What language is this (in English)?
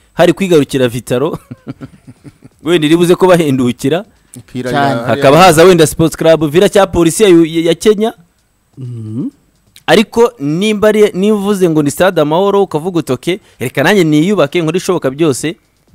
Kinyarwanda